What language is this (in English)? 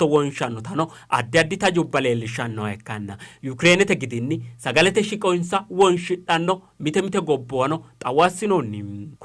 Sidamo